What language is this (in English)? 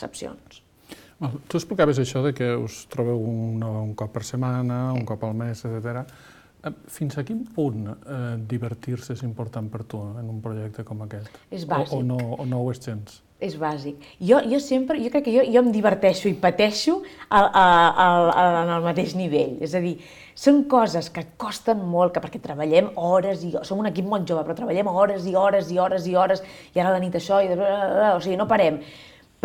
Catalan